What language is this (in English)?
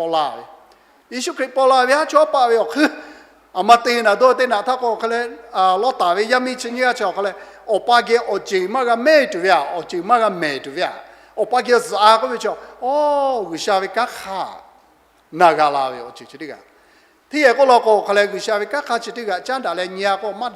Lahu